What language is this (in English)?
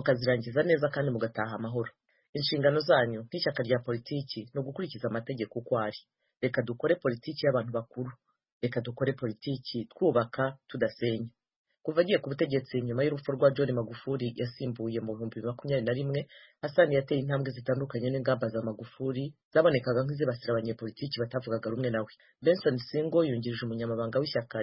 Kinyarwanda